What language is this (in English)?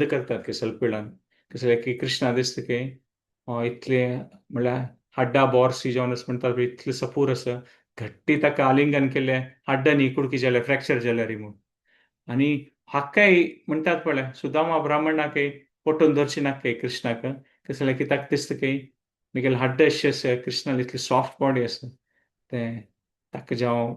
Konkani